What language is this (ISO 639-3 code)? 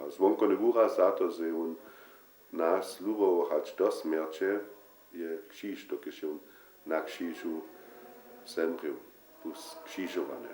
hsb